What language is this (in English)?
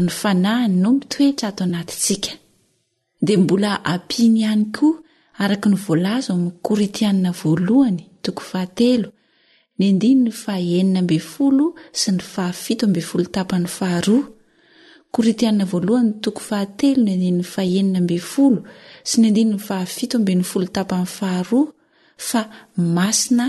Malagasy